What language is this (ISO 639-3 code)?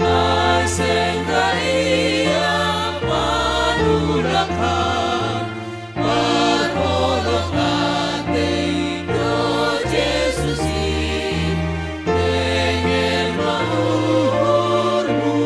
bts